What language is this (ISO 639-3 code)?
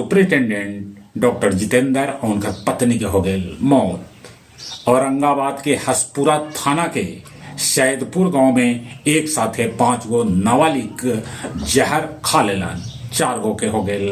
mag